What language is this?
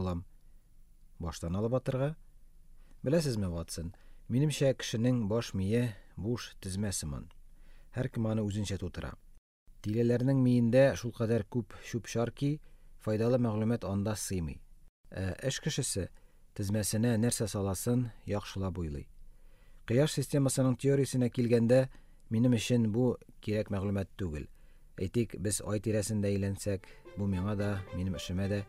Tatar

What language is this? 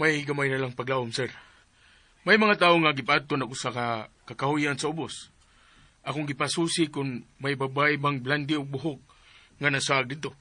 Cebuano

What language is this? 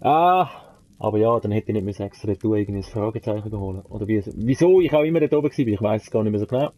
Swiss German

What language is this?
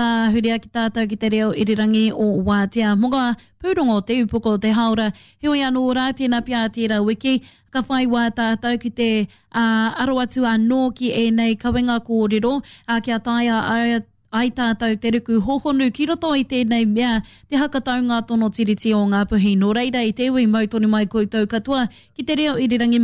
Māori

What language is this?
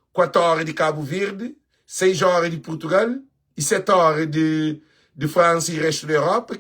Kabuverdianu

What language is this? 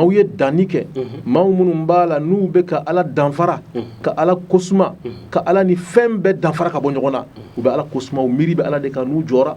Bambara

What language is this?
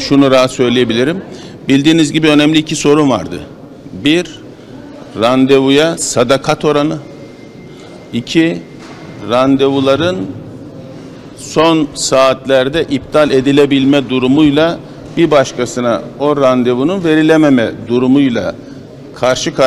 Turkish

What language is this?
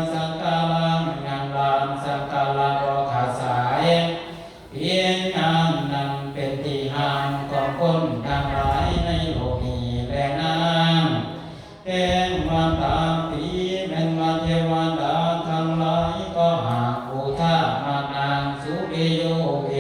Northeastern Thai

